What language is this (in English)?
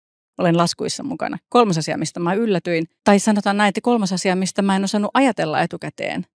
Finnish